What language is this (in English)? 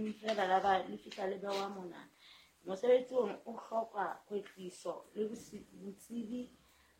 Southern Sotho